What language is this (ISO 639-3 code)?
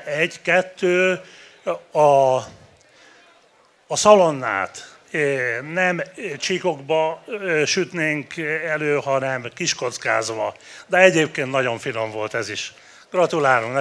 hun